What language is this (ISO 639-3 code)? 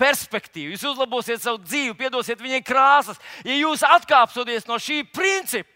lav